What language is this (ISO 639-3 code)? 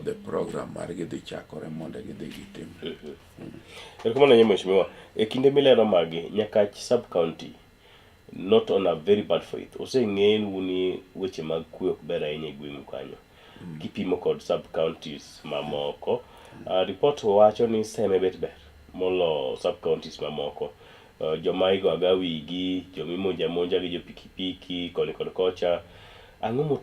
luo